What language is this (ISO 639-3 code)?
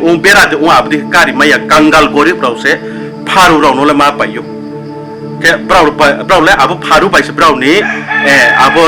ria